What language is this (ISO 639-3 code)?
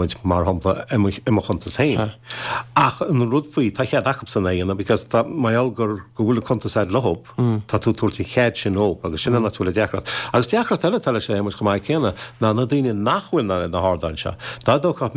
gle